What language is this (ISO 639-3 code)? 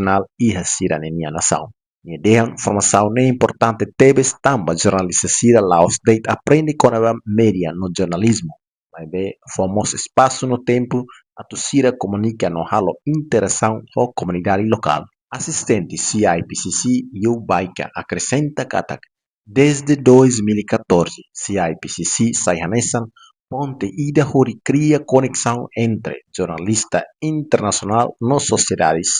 tet